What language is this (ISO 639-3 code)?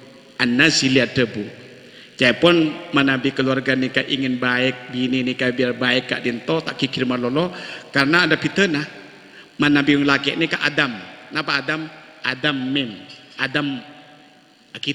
mad